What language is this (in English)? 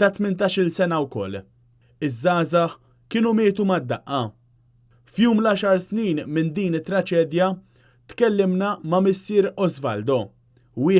Maltese